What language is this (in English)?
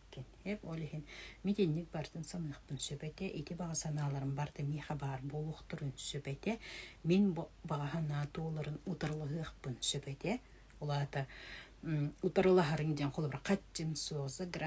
Yakut